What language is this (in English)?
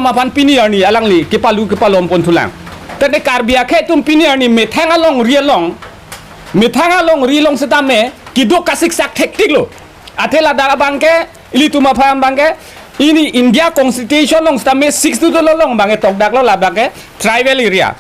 Karbi